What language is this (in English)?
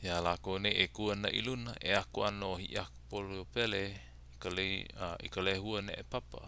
Hawaiian